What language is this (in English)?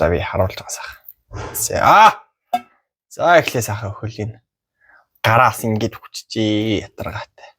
Mongolian